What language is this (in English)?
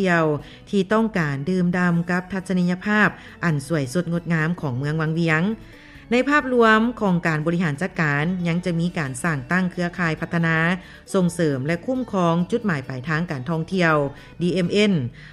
Lao